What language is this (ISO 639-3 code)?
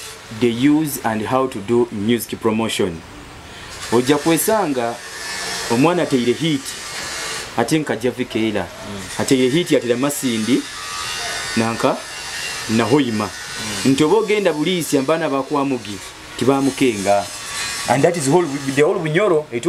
nyo